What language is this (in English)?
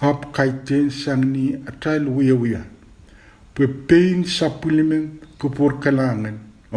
Pohnpeian